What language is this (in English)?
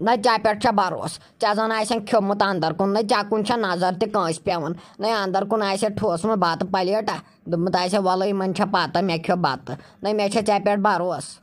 Kashmiri